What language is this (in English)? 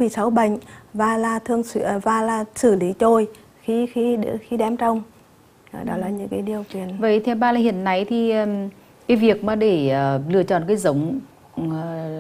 Vietnamese